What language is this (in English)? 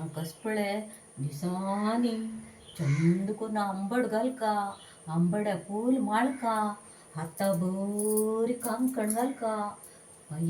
Konkani